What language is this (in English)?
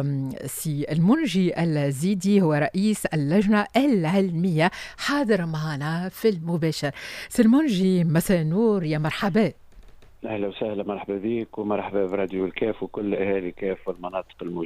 Tunisian Arabic